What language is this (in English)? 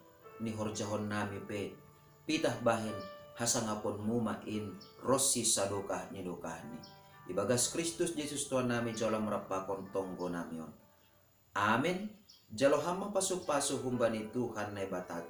Batak Simalungun